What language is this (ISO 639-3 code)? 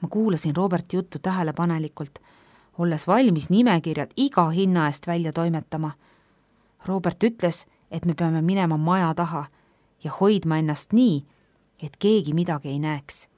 est